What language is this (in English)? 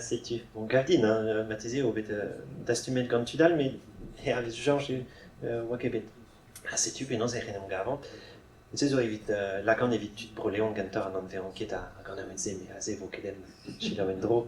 Breton